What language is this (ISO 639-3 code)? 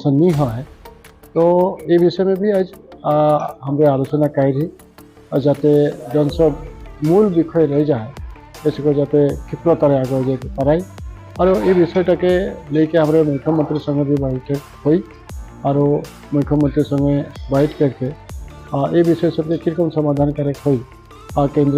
sck